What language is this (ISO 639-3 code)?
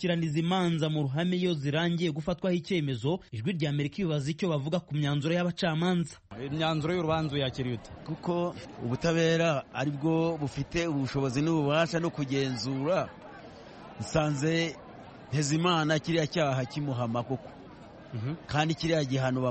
kin